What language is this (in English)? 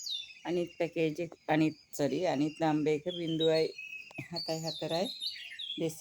Sinhala